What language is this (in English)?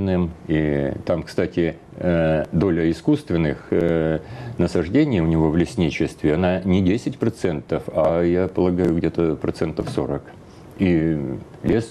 Russian